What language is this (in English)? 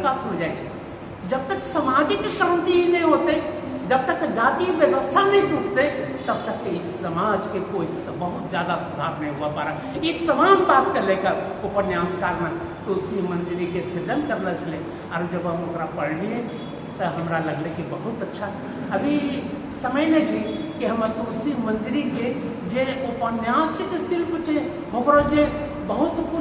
Angika